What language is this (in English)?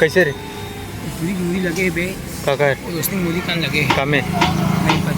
Chhattisgarhi